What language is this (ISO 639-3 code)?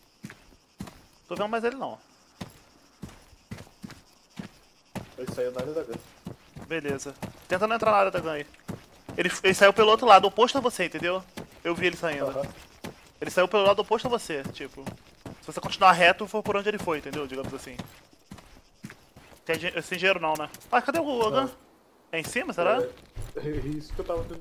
por